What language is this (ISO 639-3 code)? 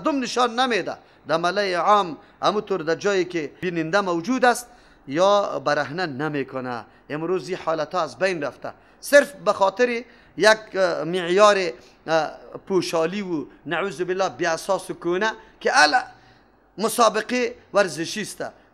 fas